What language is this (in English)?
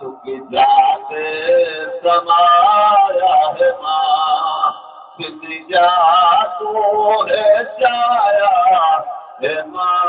Saraiki